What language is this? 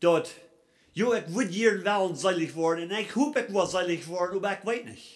Plautdietsch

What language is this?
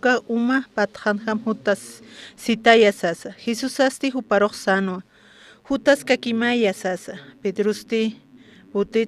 Aymara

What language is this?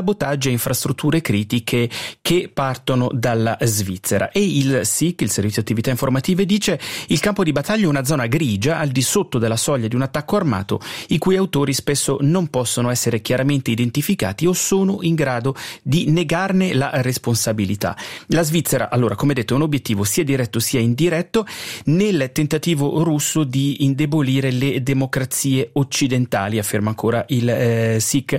Italian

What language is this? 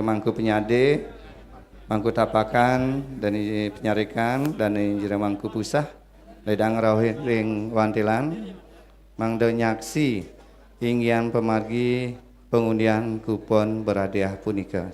Balinese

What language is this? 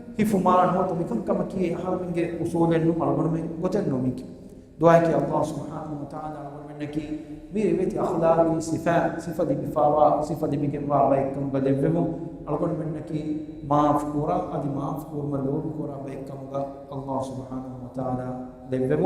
Divehi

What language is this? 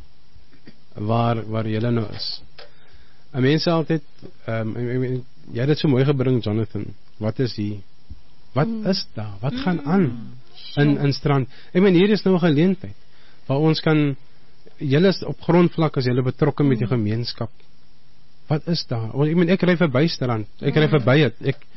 Afrikaans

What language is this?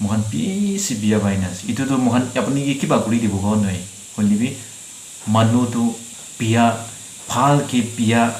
Naga Pidgin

